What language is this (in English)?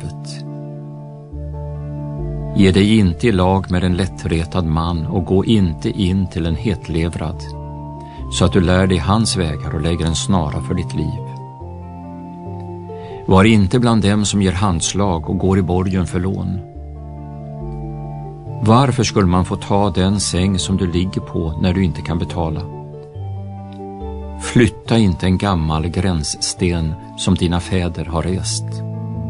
Swedish